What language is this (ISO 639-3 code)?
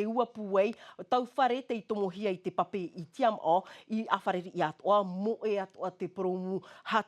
tah